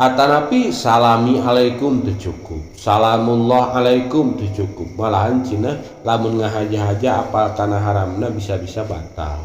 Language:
Sundanese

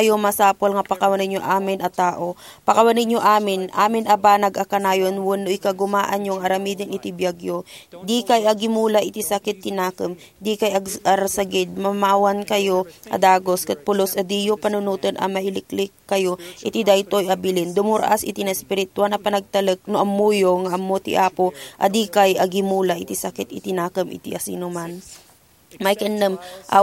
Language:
Iloko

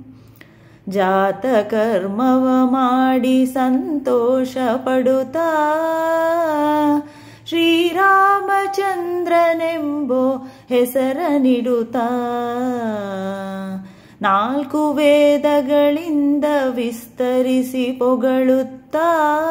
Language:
Kannada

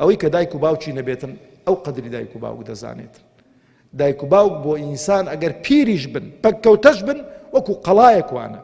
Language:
Central Kurdish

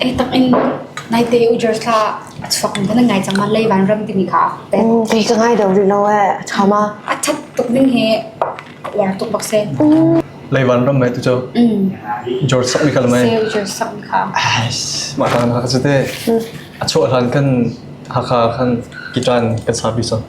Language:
Hakha Chin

